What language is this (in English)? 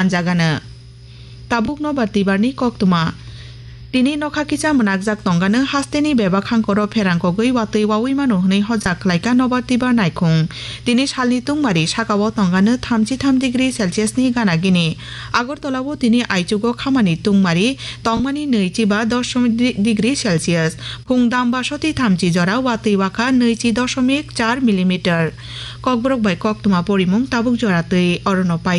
Kok Borok